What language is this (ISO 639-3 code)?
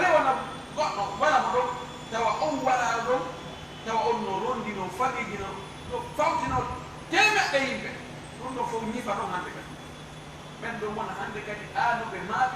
ful